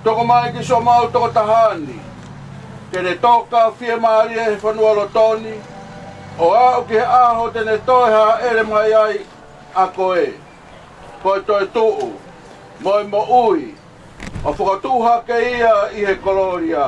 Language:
Tongan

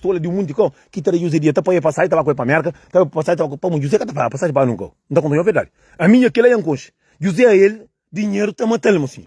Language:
Kabuverdianu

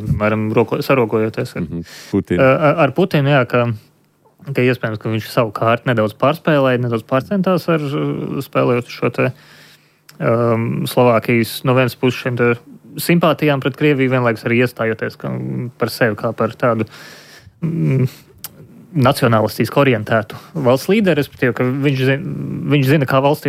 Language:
Latvian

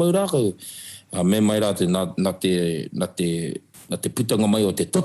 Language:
Māori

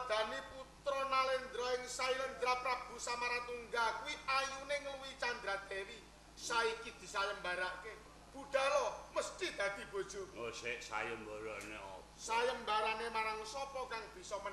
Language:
Javanese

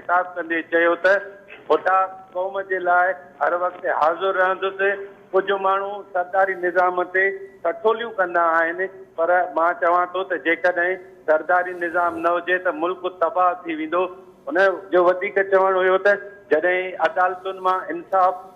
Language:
Sindhi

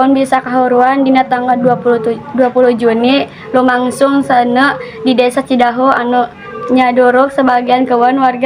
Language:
Sundanese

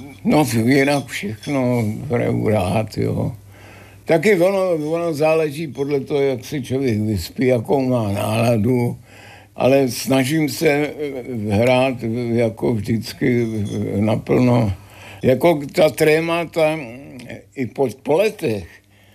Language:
Czech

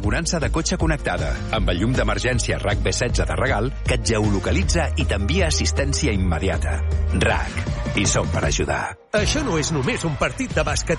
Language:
Catalan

